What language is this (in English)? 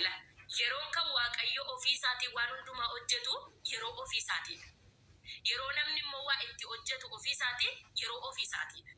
Oromo